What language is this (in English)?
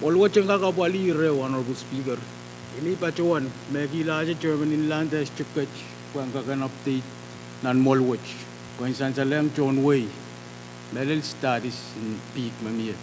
Pohnpeian